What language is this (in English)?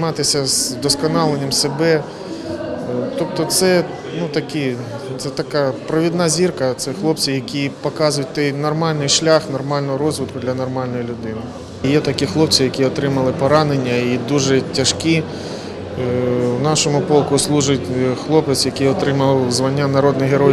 Ukrainian